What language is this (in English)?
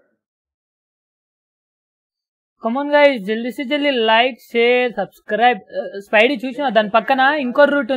Telugu